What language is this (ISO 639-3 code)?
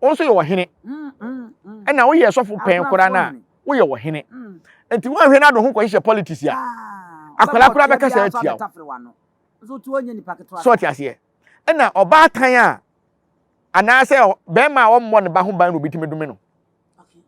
aka